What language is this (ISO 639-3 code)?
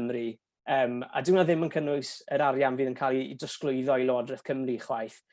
cym